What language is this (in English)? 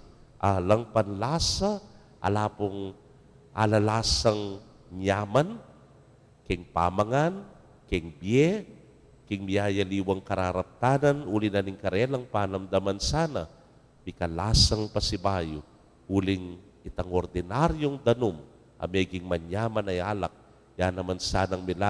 Pampanga